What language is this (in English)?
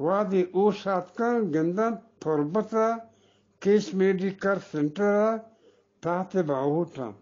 Eastern Balochi